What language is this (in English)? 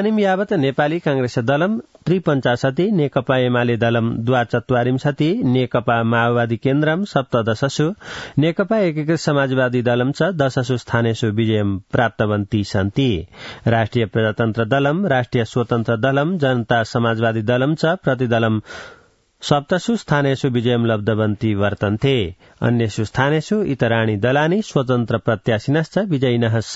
Sanskrit